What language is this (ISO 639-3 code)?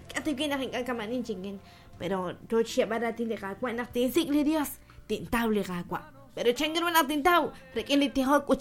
kek